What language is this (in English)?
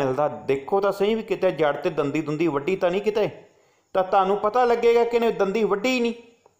Punjabi